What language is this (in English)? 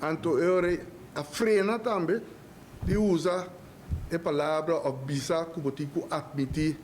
Papiamento